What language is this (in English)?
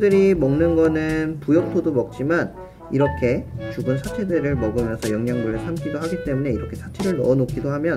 Korean